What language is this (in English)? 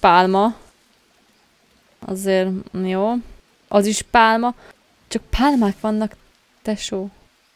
Hungarian